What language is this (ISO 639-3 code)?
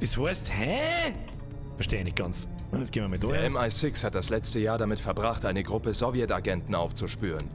bar